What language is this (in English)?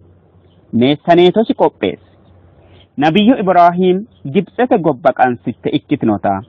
Sidamo